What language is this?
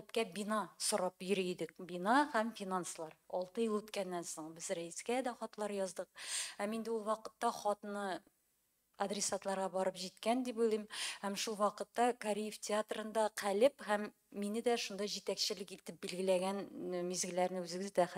Tatar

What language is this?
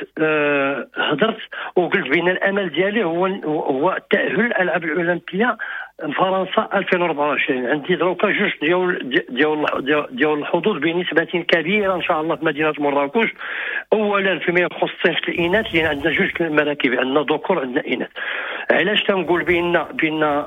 Moroccan Arabic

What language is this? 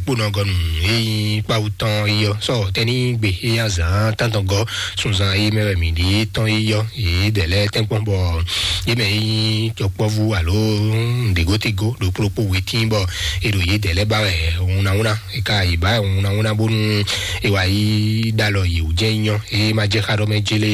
Fon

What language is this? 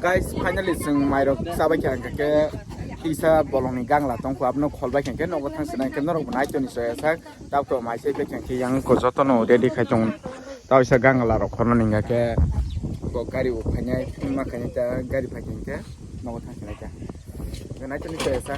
Kok Borok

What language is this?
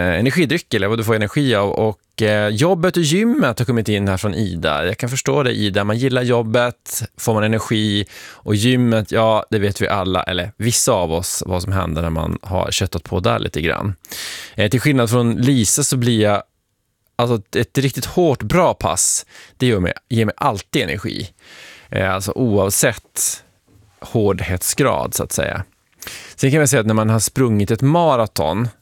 Swedish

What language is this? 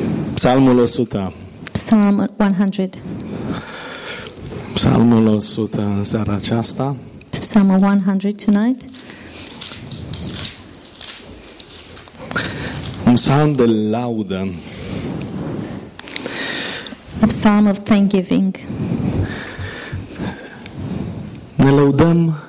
Romanian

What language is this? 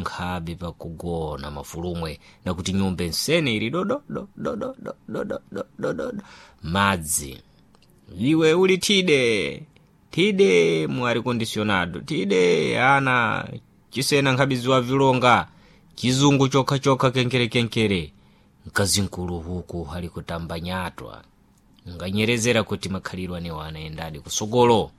Sena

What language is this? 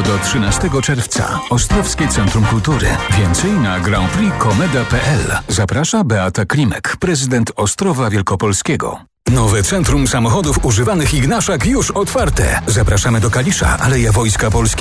Polish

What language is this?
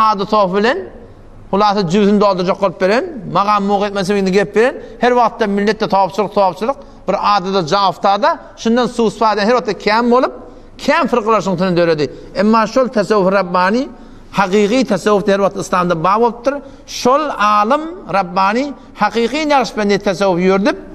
Turkmen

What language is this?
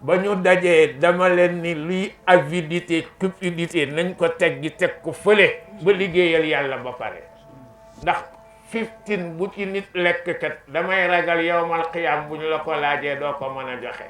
Wolof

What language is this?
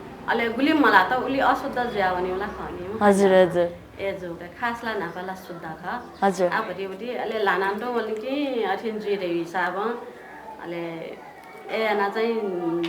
Newari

